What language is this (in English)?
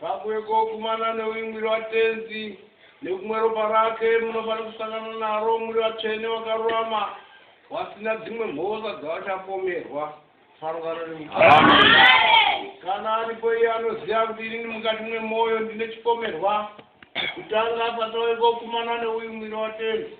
Shona